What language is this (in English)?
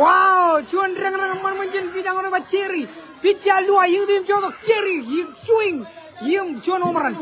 Marshallese